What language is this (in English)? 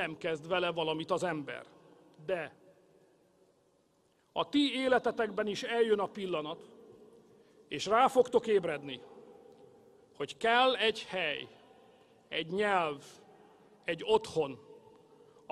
Hungarian